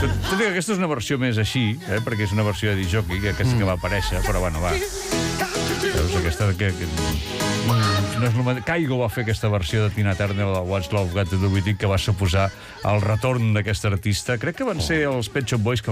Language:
Catalan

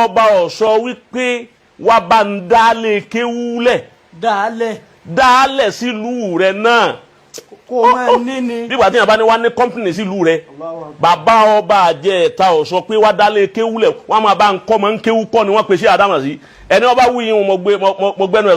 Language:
Yoruba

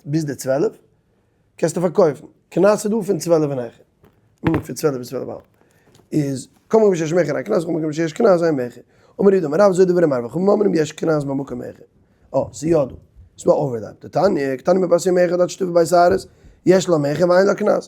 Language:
Yiddish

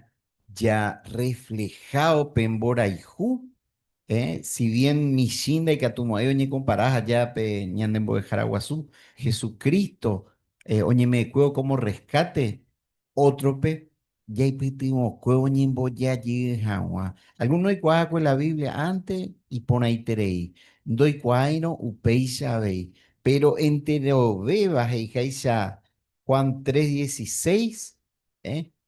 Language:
Guarani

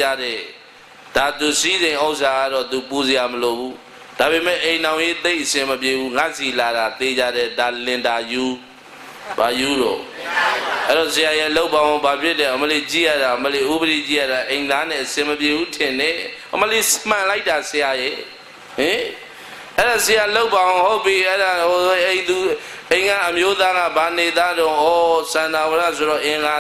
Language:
Burmese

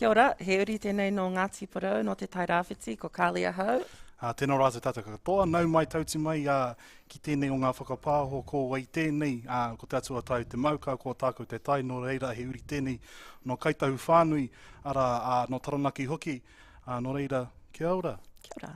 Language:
Māori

